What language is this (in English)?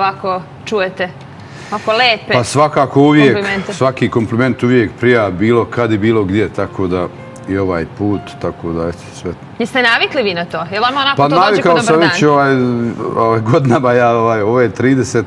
Bosnian